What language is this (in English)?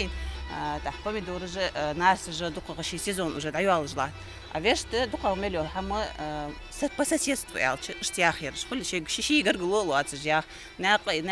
Ingush